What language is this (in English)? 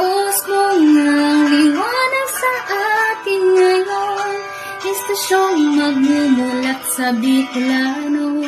Bikol